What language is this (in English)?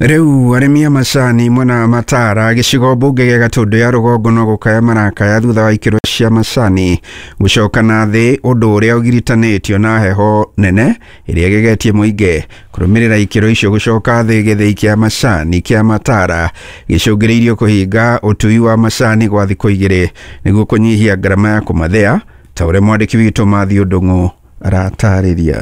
Kikuyu